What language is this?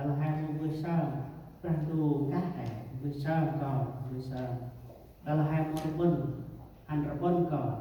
Central Mnong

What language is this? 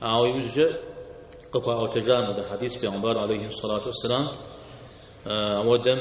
Kabardian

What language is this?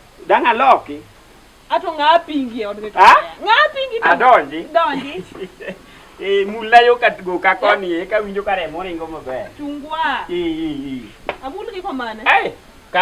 Luo (Kenya and Tanzania)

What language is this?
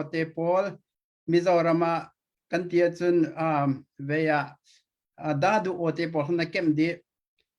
Hakha Chin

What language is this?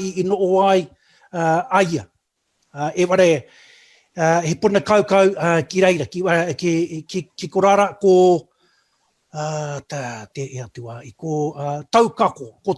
Māori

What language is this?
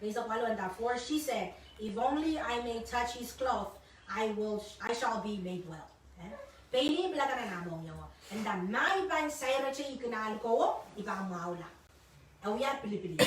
Pohnpeian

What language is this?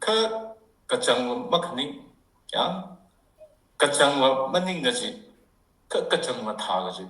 Tangkhul Naga (India)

